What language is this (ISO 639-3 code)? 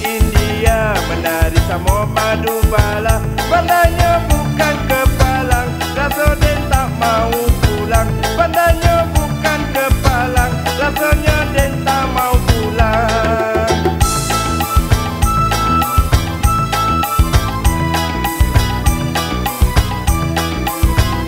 msa